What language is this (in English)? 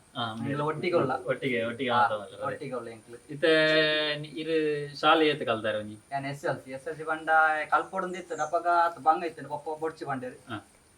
Tulu